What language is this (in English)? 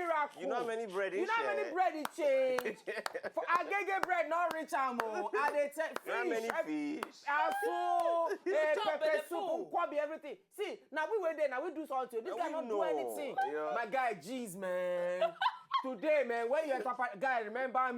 Nigerian Pidgin